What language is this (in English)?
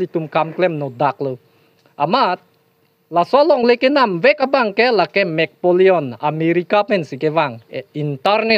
Karbi